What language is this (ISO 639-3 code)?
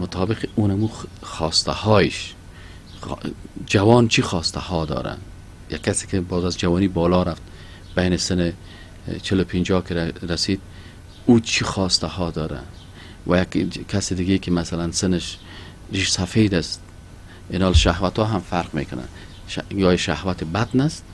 fas